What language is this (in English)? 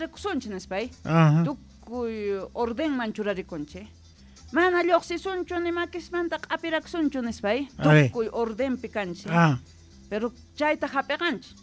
South Bolivian Quechua